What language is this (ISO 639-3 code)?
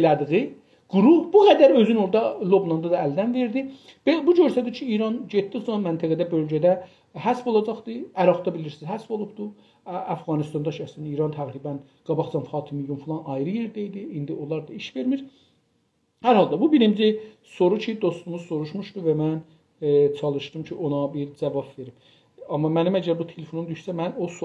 azb